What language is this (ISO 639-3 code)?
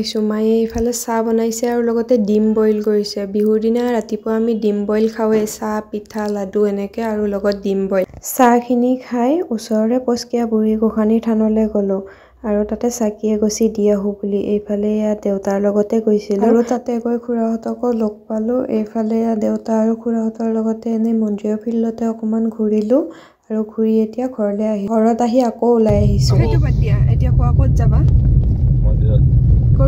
asm